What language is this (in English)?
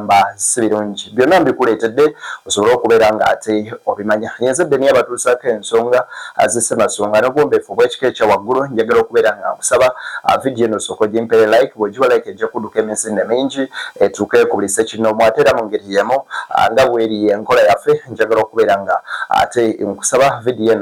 Ganda